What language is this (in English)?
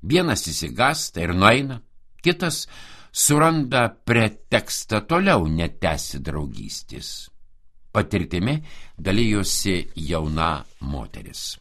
Lithuanian